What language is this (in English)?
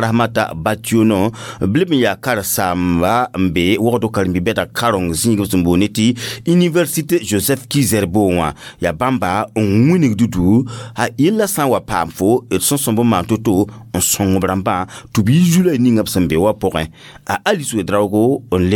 Mossi